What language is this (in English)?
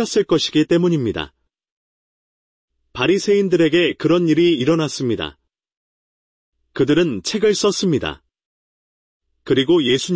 Korean